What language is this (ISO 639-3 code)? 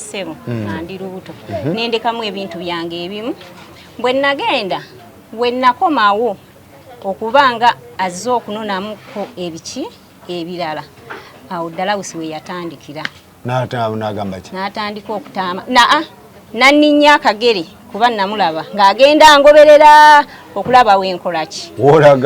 lug